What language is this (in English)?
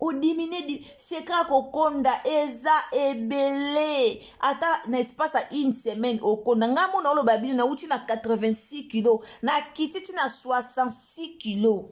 Lingala